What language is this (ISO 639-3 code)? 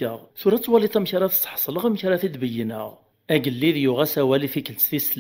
kab